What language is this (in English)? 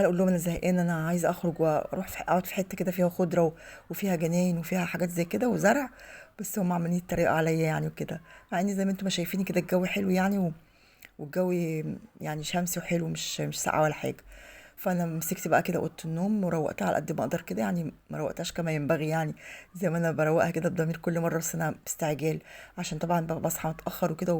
Egyptian Arabic